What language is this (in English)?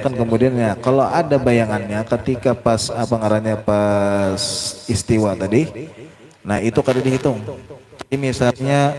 Banjar